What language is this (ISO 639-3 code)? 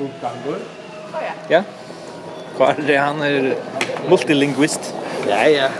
fao